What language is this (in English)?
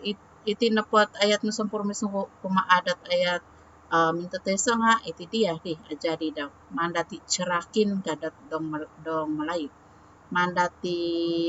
Central Dusun